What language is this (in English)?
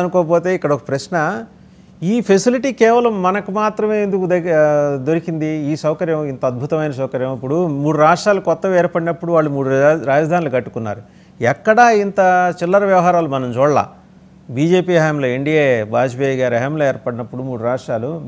Telugu